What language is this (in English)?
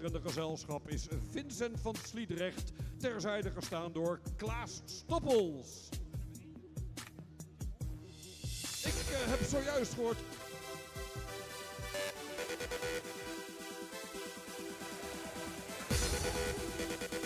Dutch